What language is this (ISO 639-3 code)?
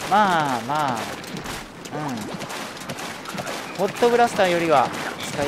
jpn